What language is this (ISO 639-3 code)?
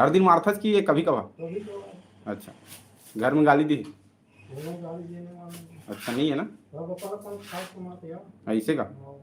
hne